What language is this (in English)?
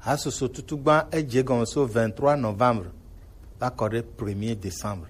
Gen